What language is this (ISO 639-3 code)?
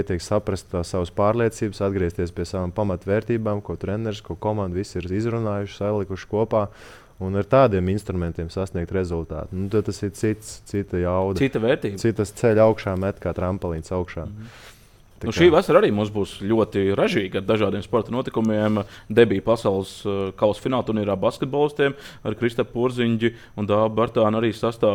lav